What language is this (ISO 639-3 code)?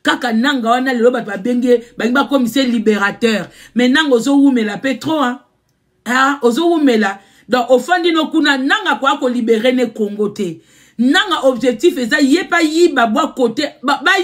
lin